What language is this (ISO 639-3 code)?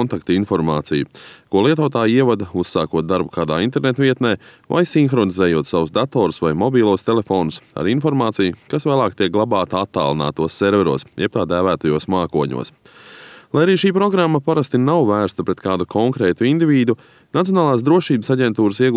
lav